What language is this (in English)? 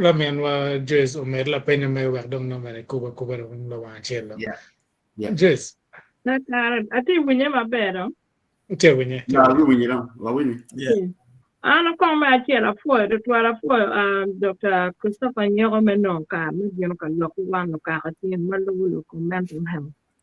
Acoli